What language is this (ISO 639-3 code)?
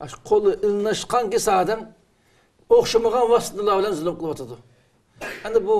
uig